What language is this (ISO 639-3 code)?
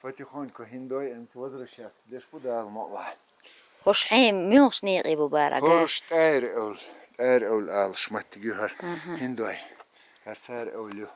che